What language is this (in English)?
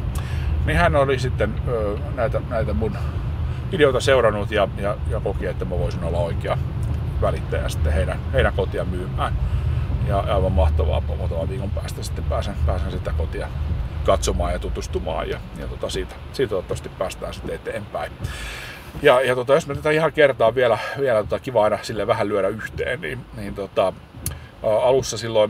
Finnish